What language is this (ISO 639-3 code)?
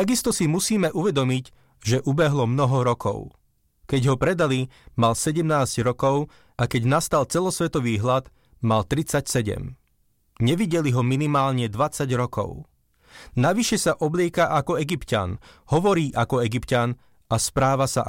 slk